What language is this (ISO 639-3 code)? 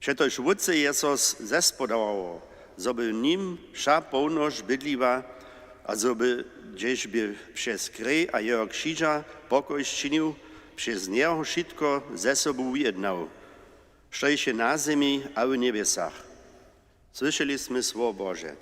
hsb